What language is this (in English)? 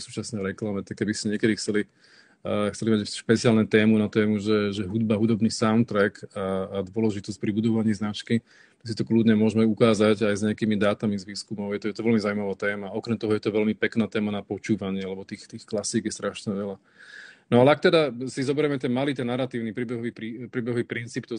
Slovak